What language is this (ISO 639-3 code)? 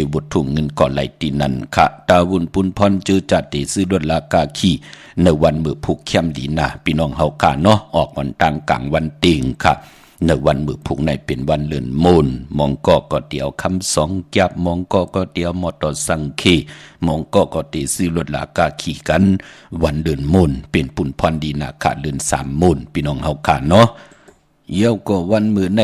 shn